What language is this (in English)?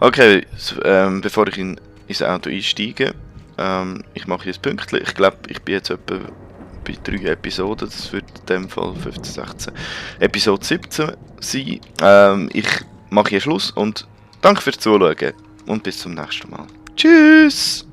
Swiss German